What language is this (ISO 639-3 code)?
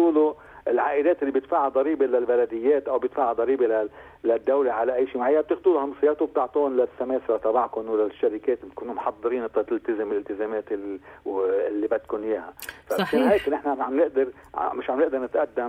apc